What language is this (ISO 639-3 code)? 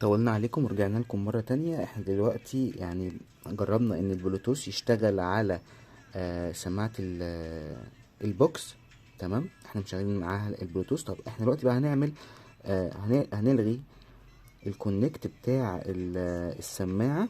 arz